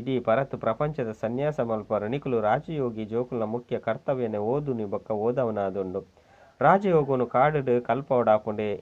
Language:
Tulu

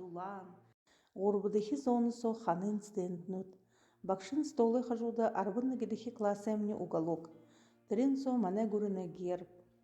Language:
Buriat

